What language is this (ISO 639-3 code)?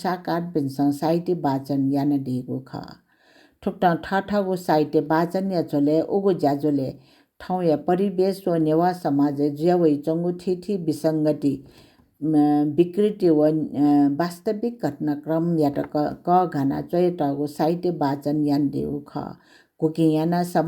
new